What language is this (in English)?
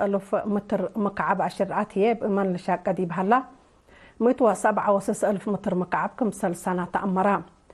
Tigre